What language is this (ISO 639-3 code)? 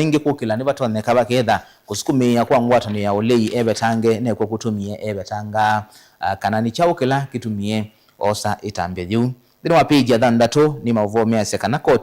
kam